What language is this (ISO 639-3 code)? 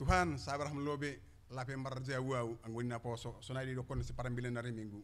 bts